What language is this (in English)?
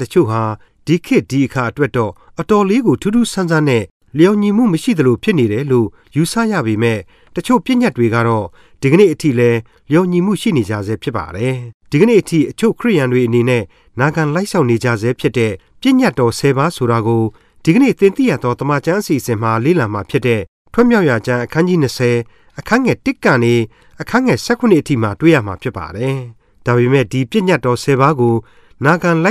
Burmese